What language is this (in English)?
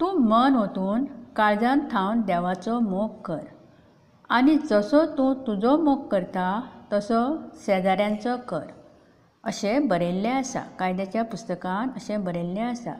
Konkani